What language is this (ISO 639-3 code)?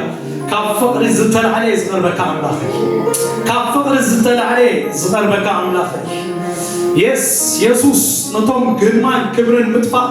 tir